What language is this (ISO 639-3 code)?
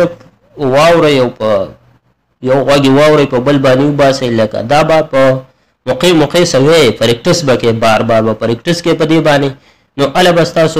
pus